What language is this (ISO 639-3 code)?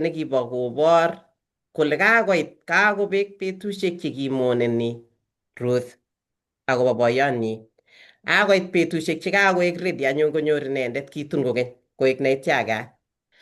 kln